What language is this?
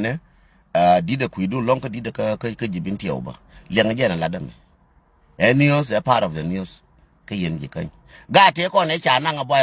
Nuer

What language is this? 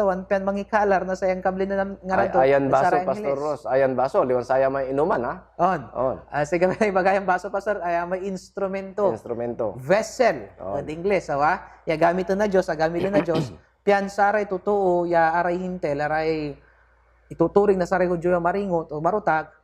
Pangasinan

